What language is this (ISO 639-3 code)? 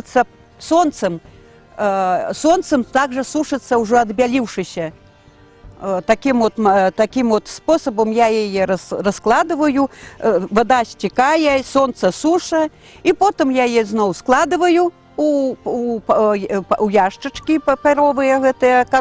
bel